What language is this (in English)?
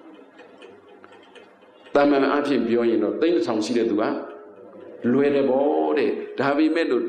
Burmese